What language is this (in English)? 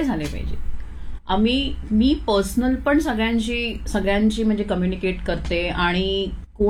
Marathi